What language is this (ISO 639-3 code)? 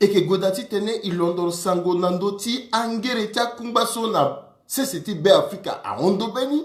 sag